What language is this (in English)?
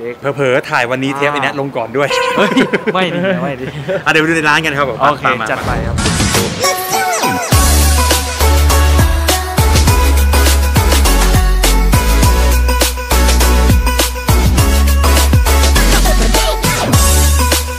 Thai